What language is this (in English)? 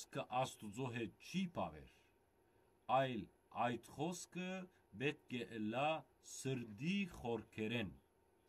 Western Armenian